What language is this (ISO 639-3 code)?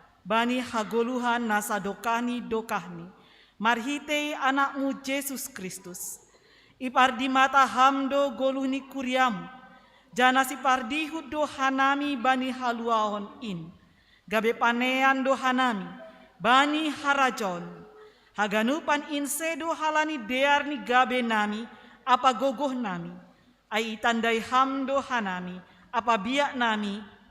bts